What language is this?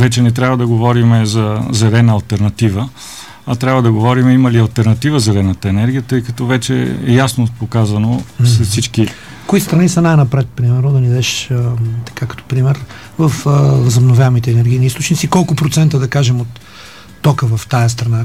Bulgarian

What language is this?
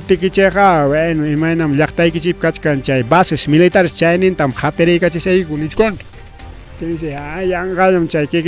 Ayacucho Quechua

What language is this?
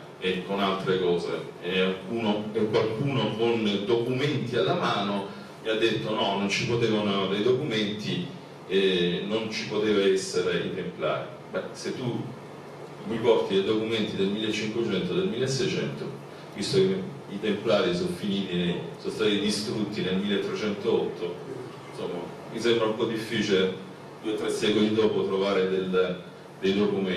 Italian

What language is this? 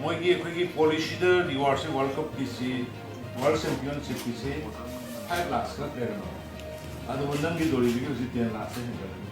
Manipuri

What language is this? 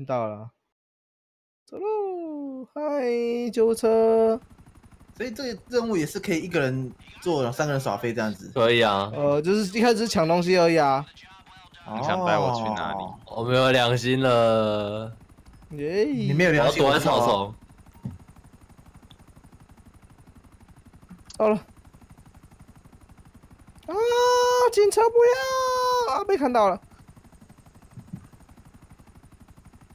Chinese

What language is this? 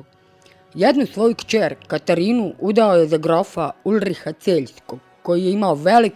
Serbian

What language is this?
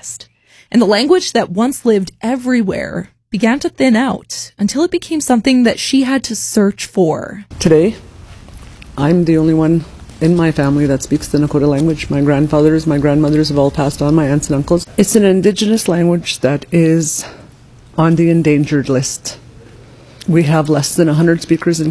English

